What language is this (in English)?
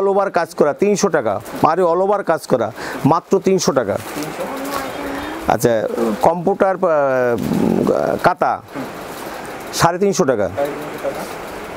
Bangla